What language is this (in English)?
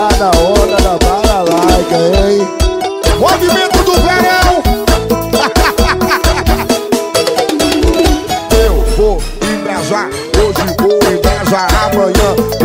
Portuguese